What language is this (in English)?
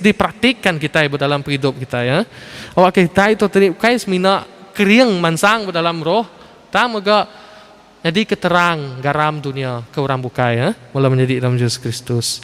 Iban